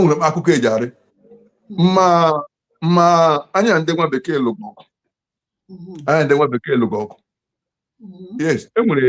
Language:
Igbo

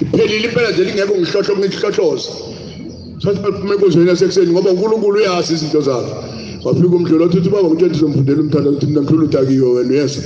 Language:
Zulu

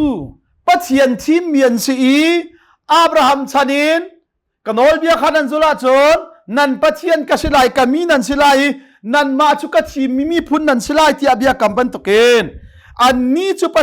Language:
Hakha Chin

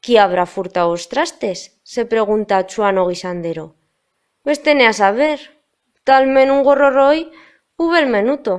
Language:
Aragonese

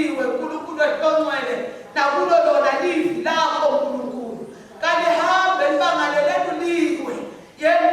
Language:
Swati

